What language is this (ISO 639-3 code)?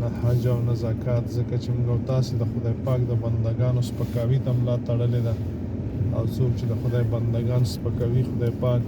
pus